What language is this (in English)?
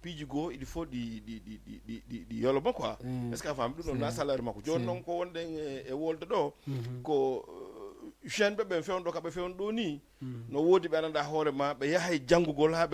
Fula